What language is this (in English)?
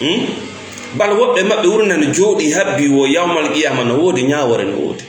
Fula